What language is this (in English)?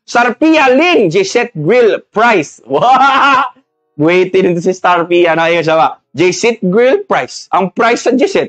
Cebuano